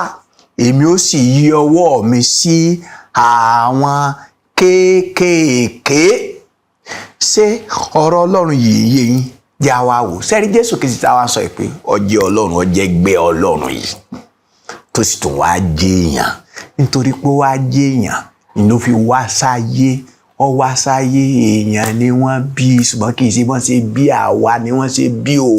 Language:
Yoruba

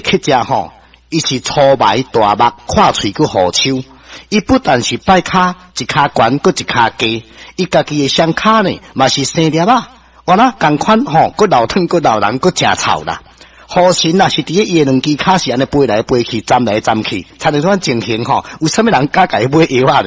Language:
Min Nan Chinese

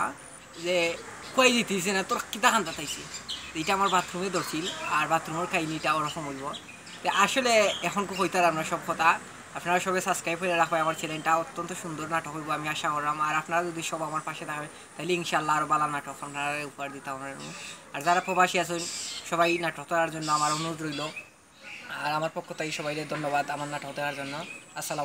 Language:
Sylheti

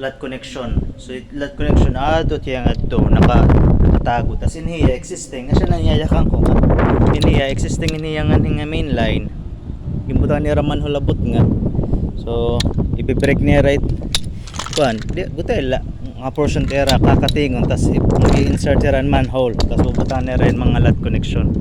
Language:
Waray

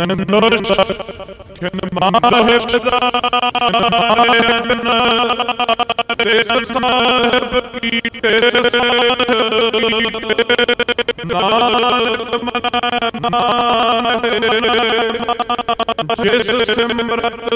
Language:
Punjabi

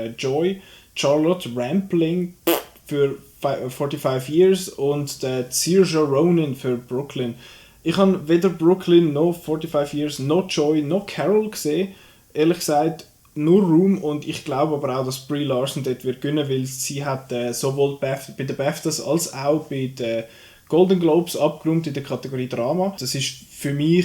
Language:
Swiss German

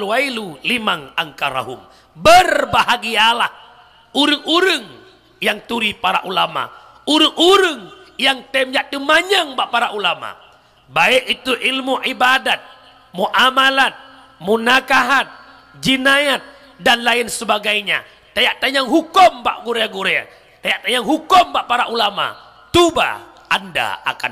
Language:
Achinese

